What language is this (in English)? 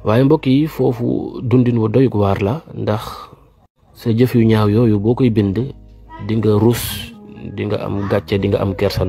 Wolof